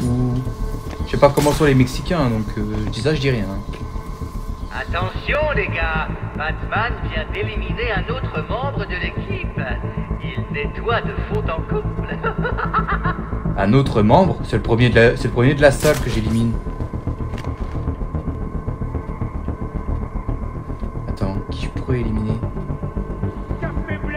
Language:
French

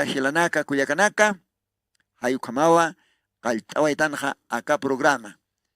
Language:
Aymara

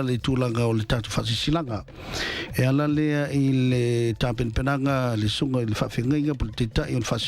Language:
Samoan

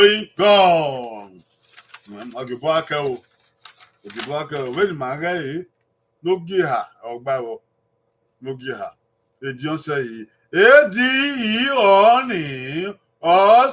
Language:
Bini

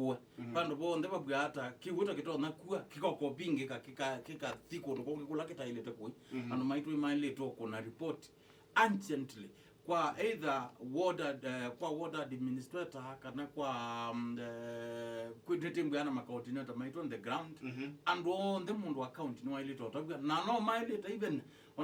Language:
Kamba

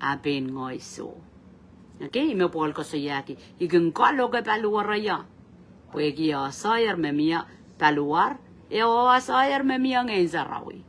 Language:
Pohnpeian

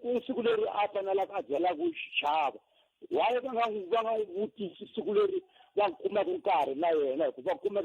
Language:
Tsonga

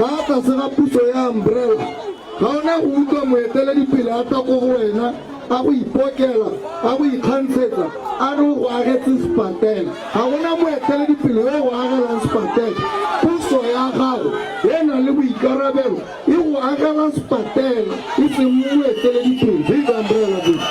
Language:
Tswana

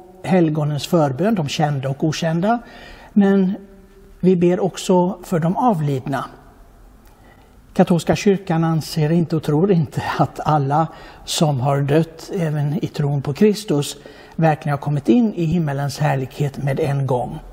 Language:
Swedish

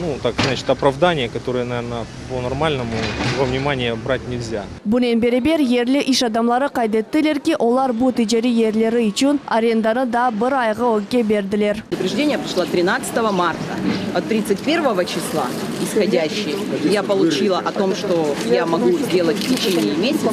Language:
Crimean Tatar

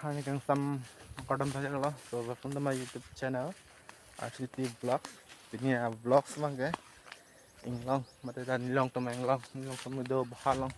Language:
Karbi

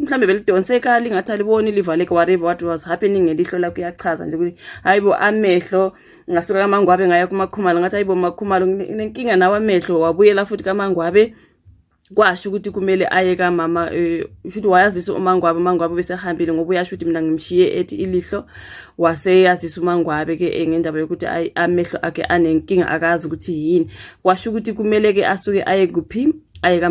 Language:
Zulu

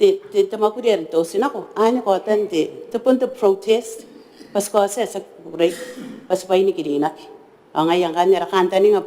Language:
Gilbertese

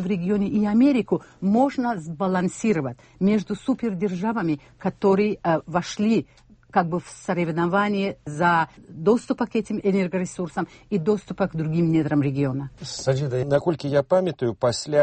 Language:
Belarusian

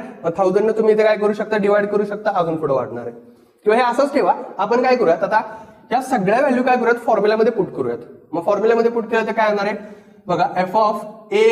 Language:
Marathi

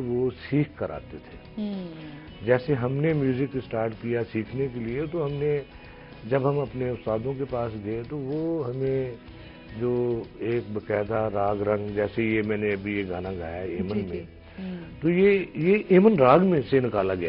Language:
Urdu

